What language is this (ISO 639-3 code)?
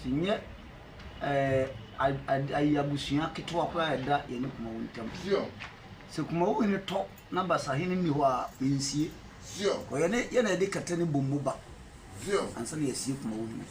aka